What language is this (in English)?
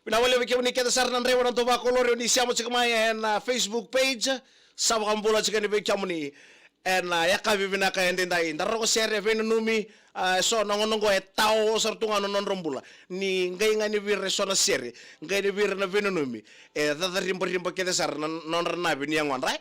Fijian